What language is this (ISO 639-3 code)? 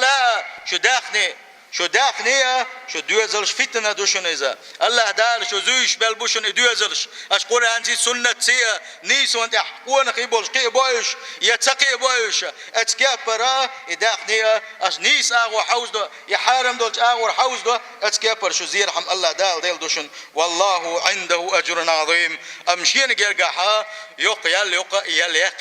che